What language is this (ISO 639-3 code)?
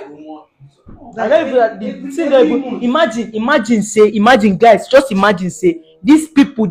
pcm